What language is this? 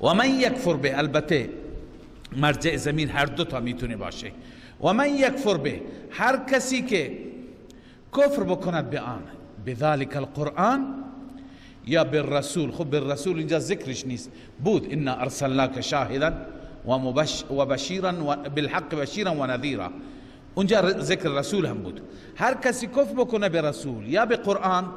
Persian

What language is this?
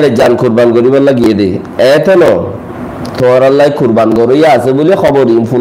Rohingya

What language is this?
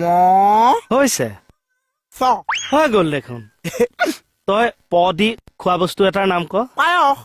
Assamese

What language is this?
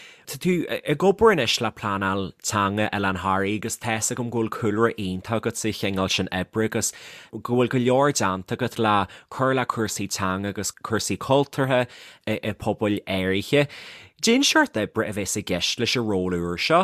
Irish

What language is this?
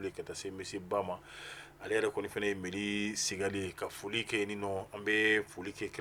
Bambara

